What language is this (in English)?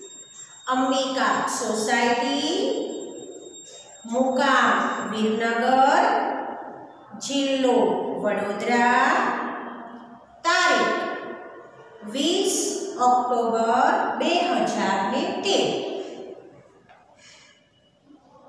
Gujarati